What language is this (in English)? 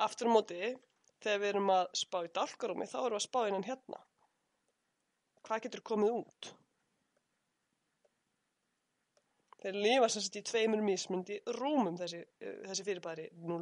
Icelandic